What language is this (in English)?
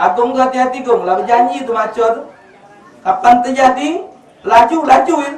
Musi